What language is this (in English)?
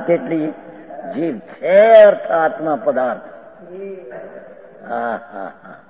Gujarati